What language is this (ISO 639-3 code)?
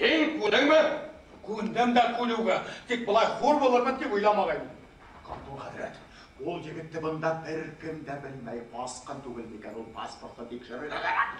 bak